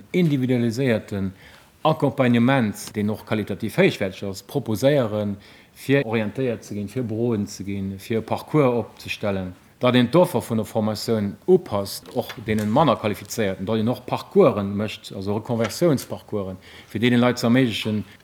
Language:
Luxembourgish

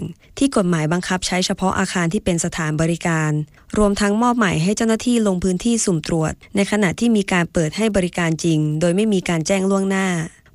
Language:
Thai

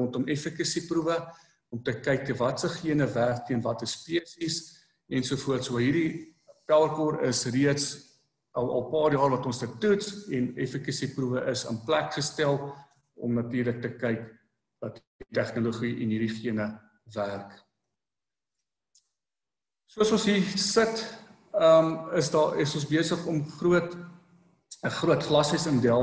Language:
Afrikaans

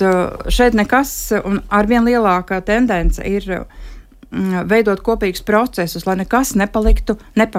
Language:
Latvian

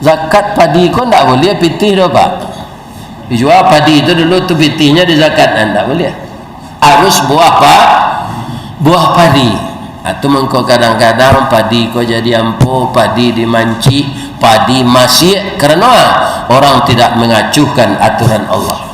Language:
Minangkabau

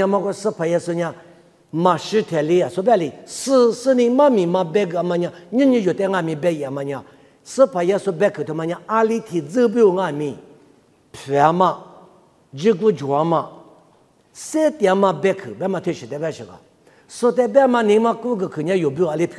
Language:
Lisu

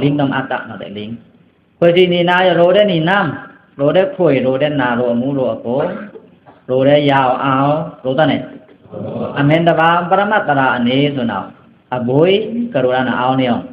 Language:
Pa'o Karen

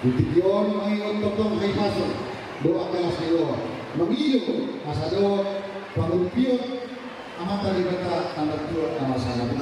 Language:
Batak Toba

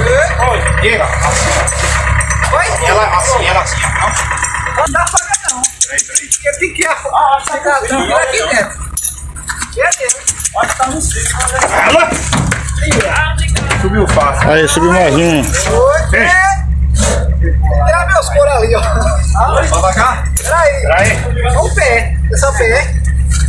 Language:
Portuguese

